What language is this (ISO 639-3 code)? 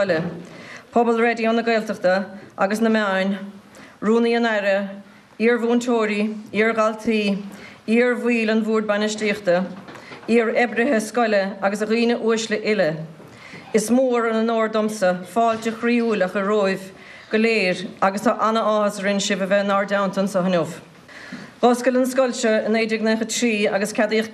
gle